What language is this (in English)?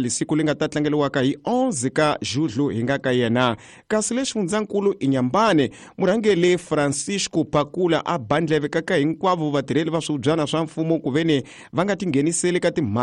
Tsonga